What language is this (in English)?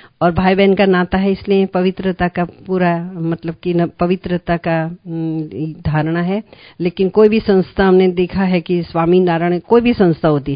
Hindi